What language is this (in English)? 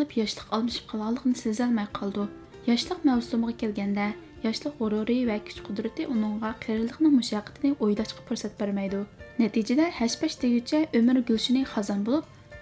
Uyghur